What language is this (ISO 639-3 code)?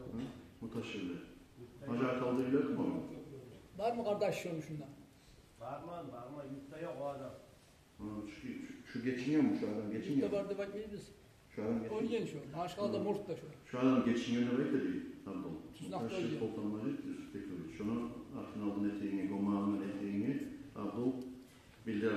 kum